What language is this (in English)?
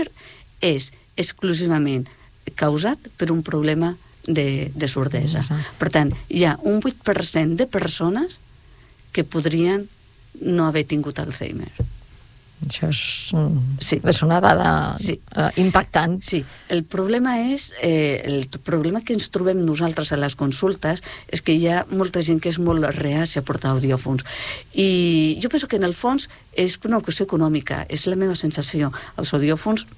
Catalan